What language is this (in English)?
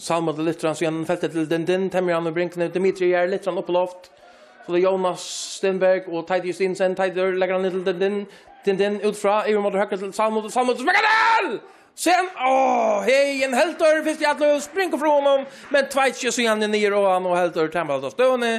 Faroese